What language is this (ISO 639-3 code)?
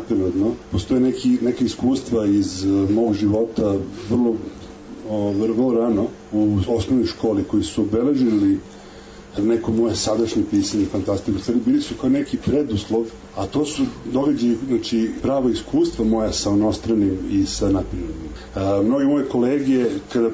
srp